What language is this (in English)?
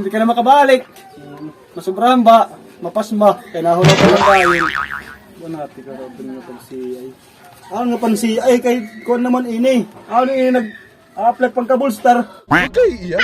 Waray